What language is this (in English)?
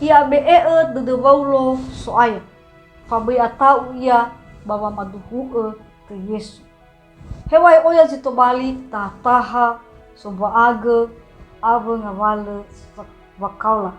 Nias